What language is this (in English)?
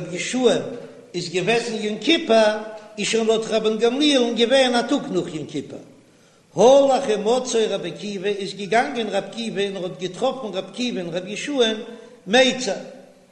Yiddish